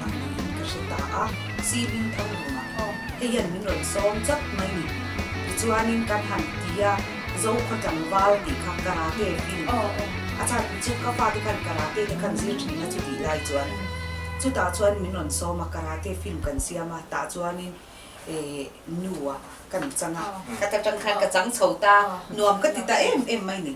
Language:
Mizo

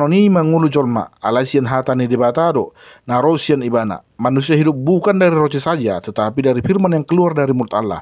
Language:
Batak Toba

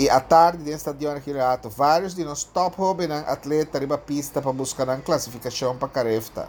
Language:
Papiamento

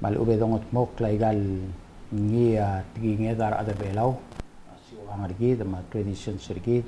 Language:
Palauan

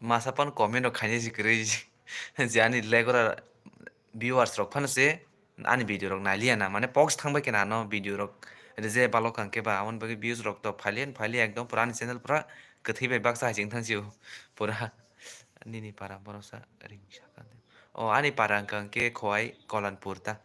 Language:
Kok Borok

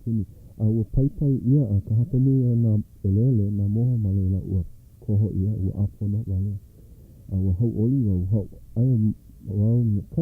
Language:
Hawaiian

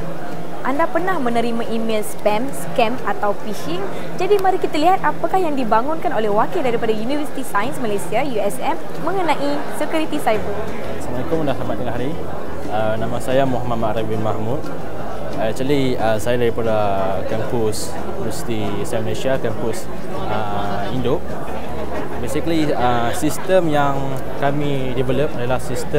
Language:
Malay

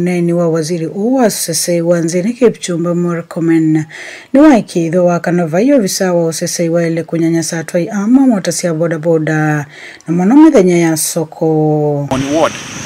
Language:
Kamba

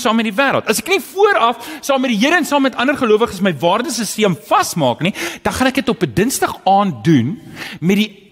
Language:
Afrikaans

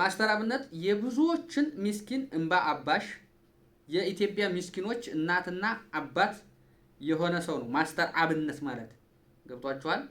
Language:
Amharic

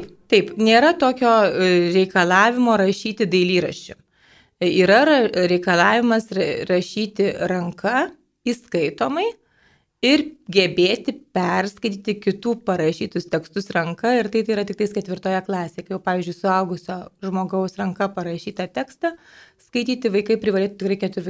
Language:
Lithuanian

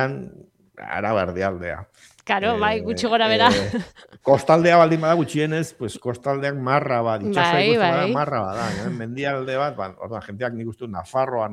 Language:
Basque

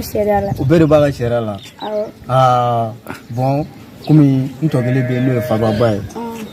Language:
Bambara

